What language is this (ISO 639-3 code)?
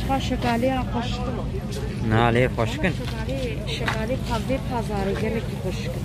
kur